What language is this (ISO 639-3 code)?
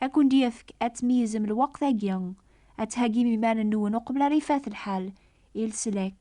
kab